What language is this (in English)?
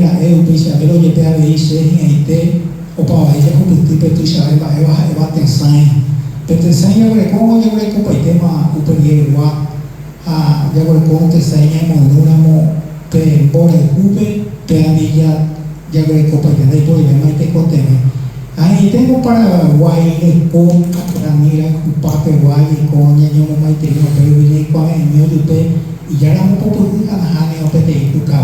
Guarani